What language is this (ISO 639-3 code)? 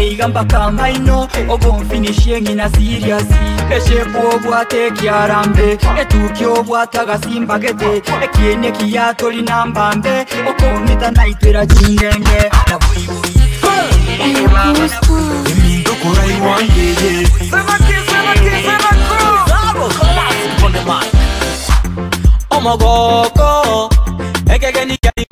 guz